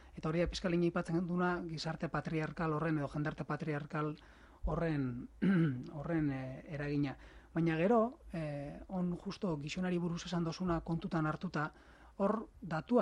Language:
Basque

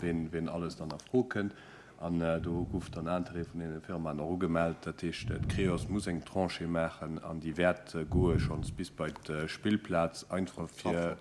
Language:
Luxembourgish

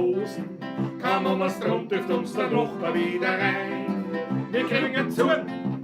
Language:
Bavarian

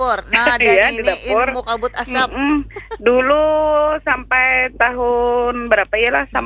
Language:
Banjar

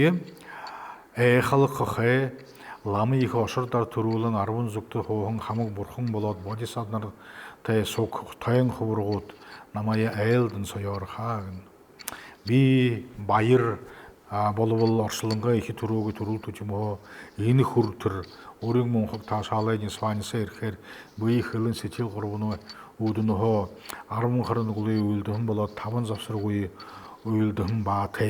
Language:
Buriat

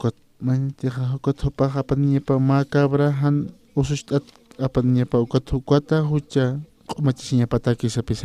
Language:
Aymara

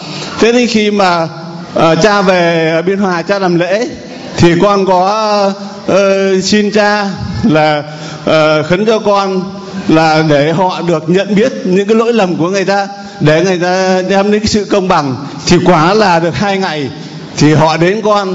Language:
Vietnamese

